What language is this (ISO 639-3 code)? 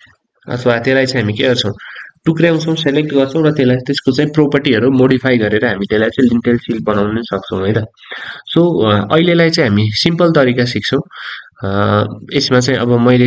nep